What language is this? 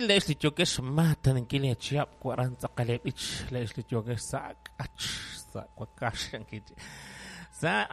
Kekchí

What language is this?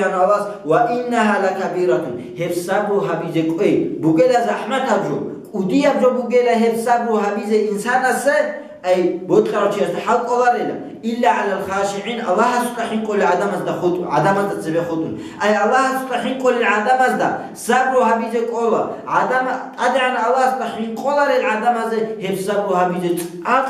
Avaric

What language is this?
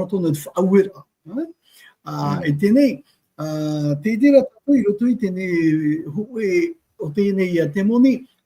Tahitian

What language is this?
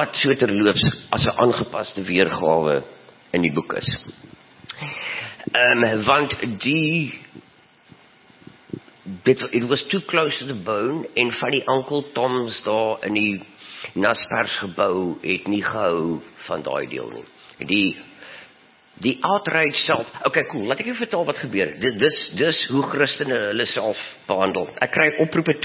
Afrikaans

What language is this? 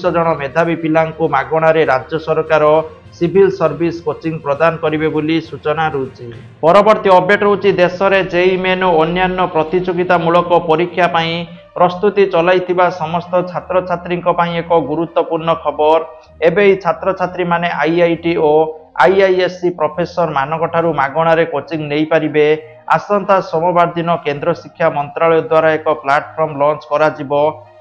Odia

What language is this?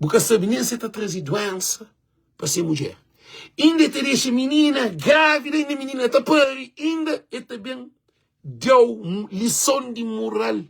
Kabuverdianu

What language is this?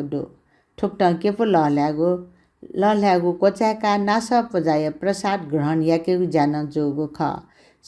Newari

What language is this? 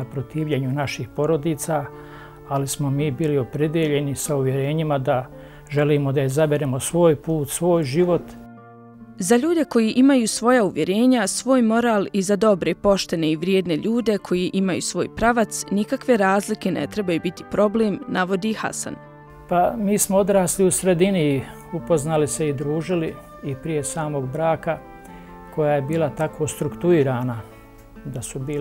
Bosnian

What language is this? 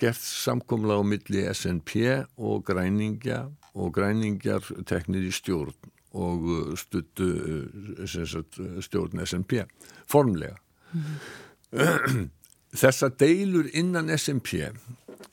Icelandic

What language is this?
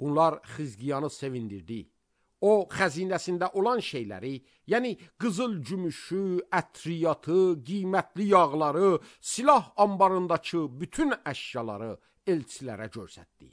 Azerbaijani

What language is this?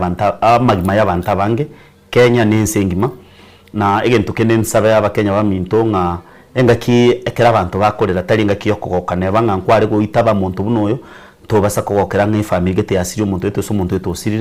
Gusii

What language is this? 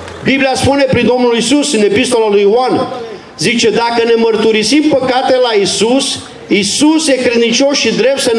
Romanian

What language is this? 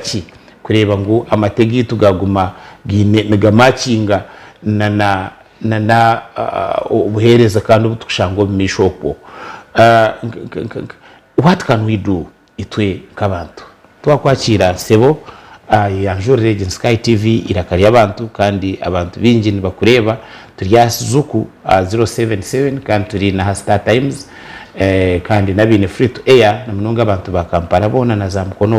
Nyankole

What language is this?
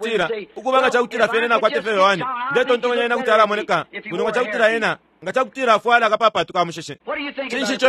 Bemba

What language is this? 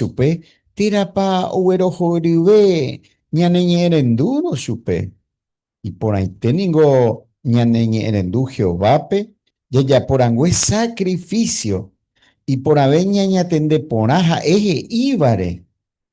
Guarani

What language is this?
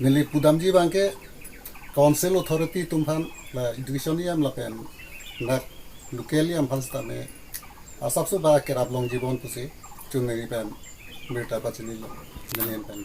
Karbi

